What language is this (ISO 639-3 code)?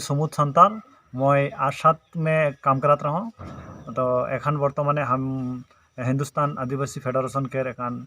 trp